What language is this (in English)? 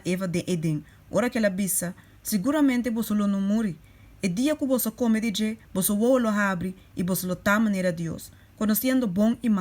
Papiamento